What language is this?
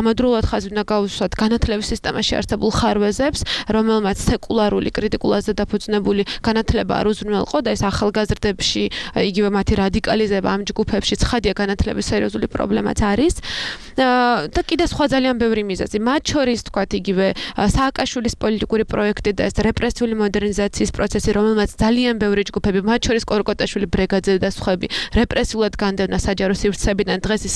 Georgian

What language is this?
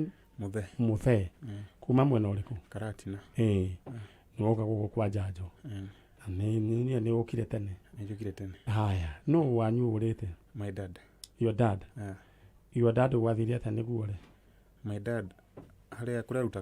Kikuyu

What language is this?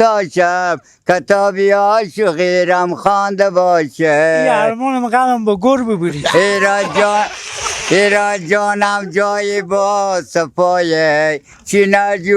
Persian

